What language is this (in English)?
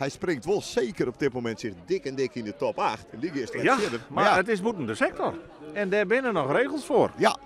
Western Frisian